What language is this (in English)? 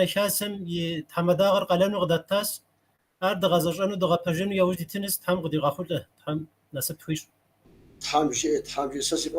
Kabardian